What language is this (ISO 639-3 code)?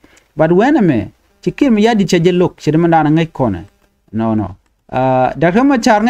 nus